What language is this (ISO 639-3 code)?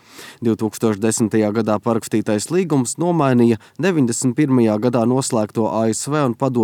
lav